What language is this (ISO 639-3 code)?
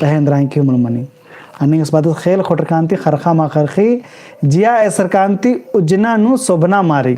kru